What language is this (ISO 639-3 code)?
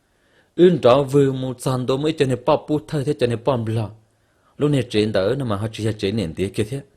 hmn